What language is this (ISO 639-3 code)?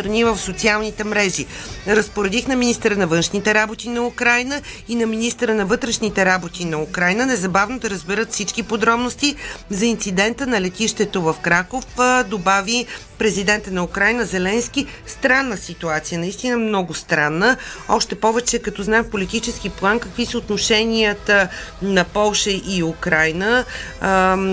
bul